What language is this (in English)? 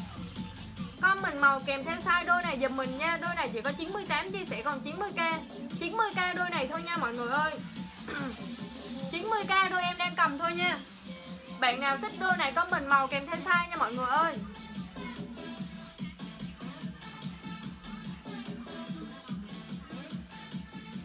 Vietnamese